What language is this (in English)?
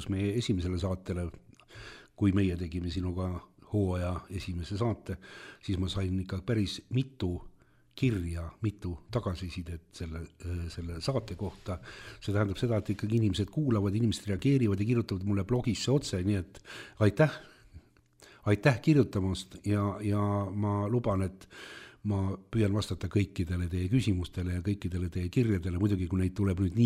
Estonian